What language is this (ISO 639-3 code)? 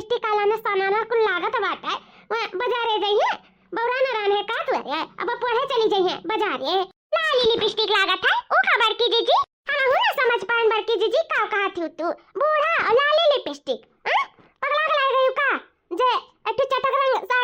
awa